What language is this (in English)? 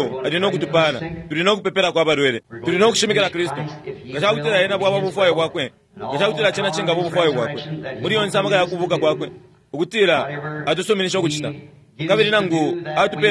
Bemba